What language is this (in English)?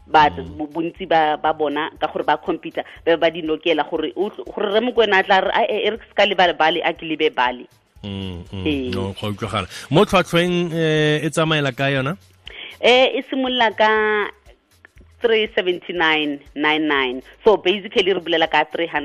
Tswana